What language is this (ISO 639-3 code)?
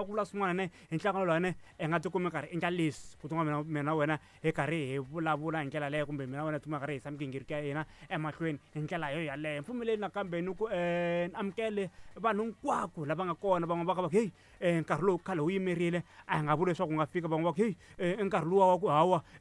tso